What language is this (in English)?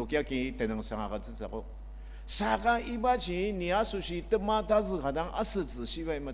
Ao Naga